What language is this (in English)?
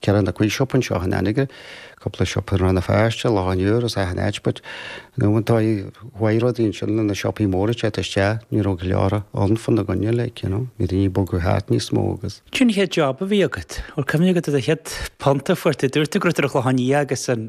Irish